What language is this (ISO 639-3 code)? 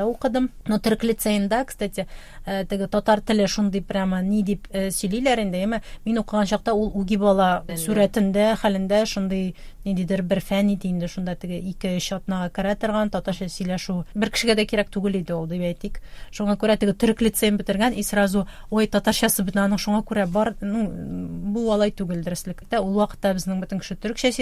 tat